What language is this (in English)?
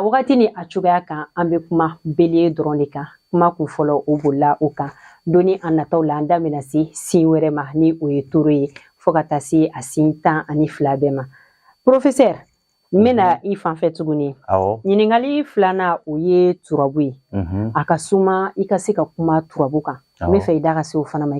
Bambara